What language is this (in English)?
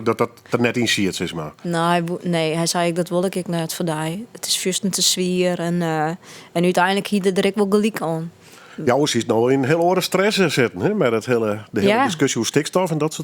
Western Frisian